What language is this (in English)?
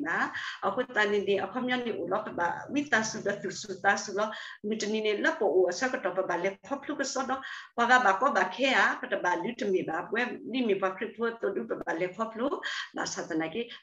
S'gaw Karen